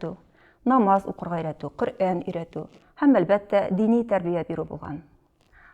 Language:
Tatar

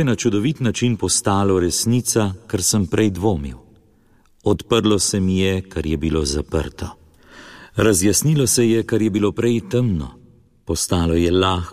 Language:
Slovenian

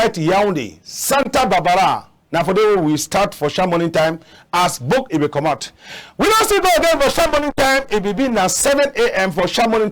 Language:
Cameroon Pidgin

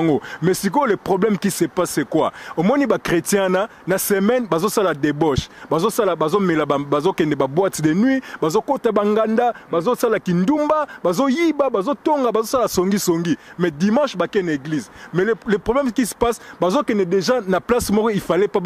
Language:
Lingala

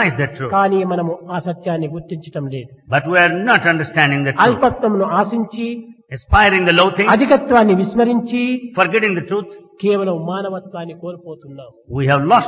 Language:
Telugu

